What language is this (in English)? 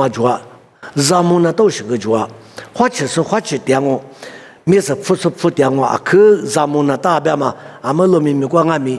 Lisu